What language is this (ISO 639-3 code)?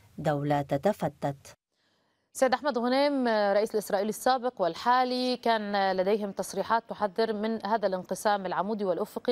ara